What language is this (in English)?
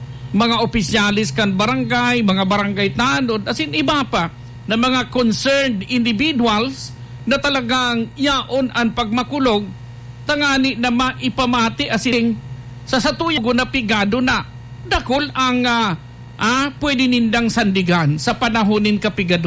Bikol